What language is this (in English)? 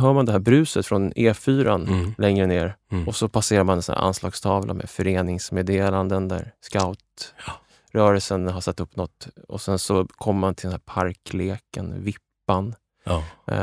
Swedish